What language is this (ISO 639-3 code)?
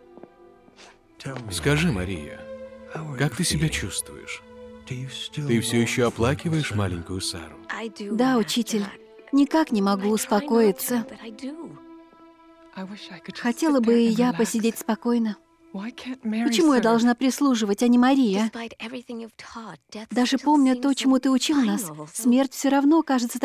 rus